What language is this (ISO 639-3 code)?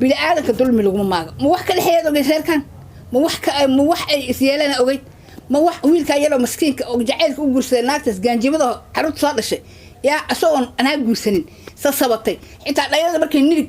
som